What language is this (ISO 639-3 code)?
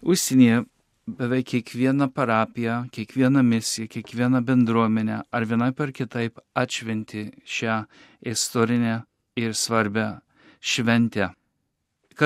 lit